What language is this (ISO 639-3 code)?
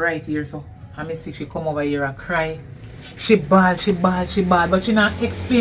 jam